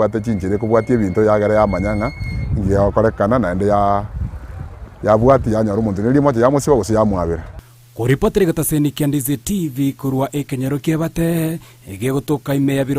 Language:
Gusii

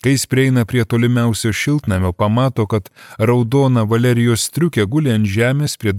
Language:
Lithuanian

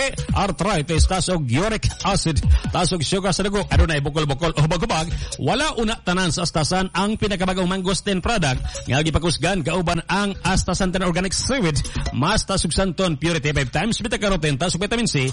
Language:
Cebuano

